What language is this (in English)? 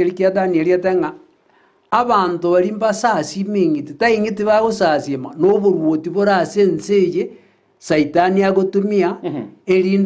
Gusii